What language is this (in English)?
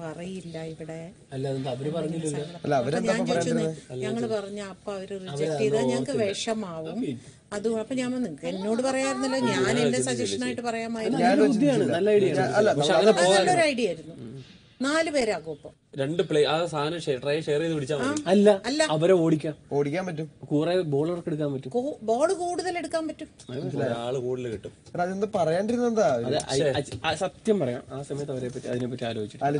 Malayalam